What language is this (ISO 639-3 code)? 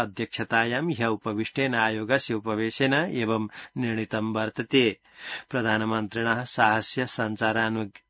san